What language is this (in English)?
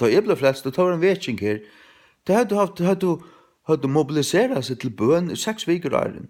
Faroese